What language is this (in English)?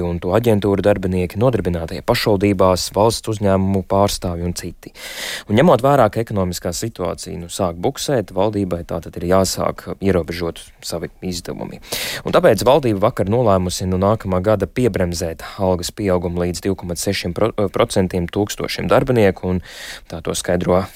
Latvian